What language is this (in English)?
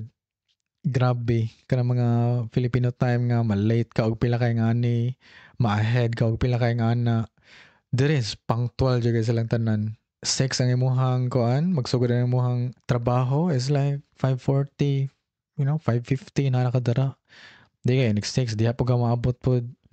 Cebuano